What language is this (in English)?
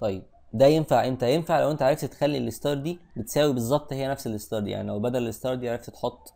Egyptian Arabic